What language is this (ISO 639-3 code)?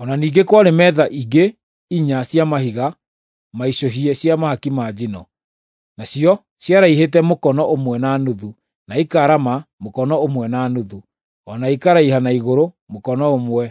kik